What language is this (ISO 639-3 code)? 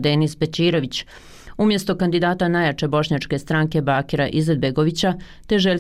bos